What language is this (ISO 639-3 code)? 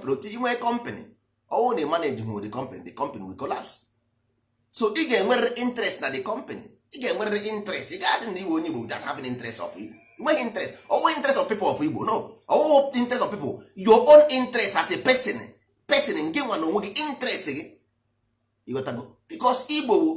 ibo